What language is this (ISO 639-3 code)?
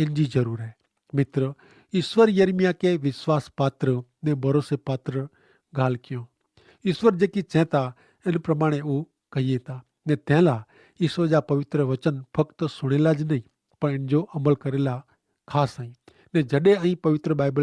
kfr